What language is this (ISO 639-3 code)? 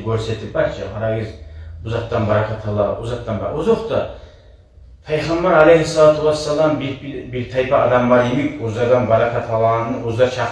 kum